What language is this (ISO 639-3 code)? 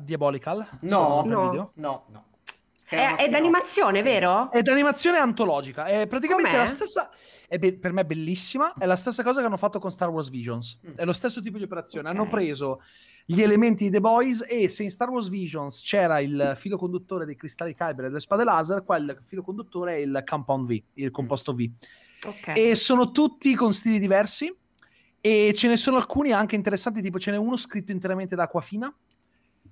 ita